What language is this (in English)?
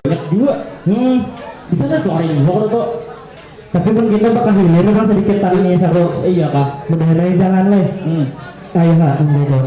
Banjar